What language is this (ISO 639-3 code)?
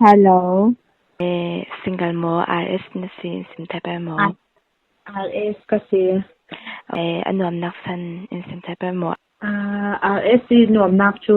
cfm